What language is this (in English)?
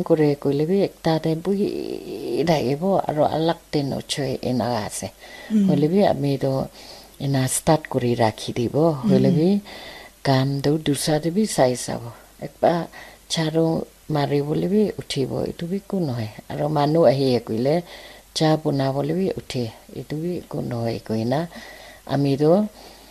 Naga Pidgin